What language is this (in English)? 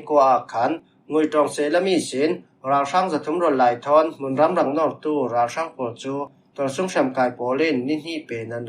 Falam Chin